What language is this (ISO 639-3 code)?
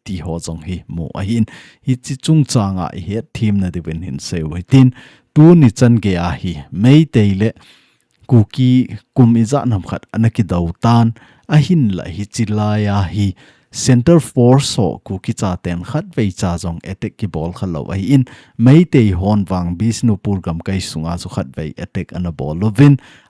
tcz